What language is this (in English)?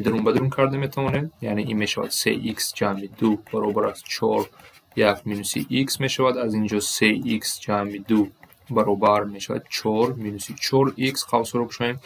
Tajik